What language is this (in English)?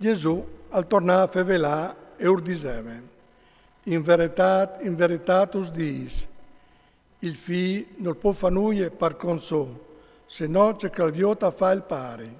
Friulian